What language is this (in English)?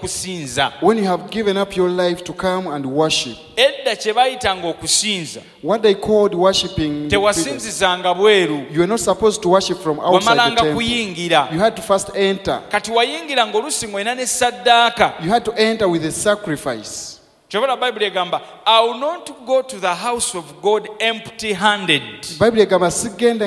Ganda